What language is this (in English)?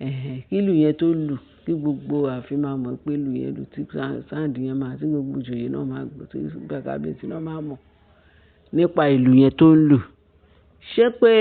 Yoruba